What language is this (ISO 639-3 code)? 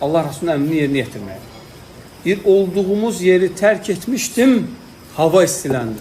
aze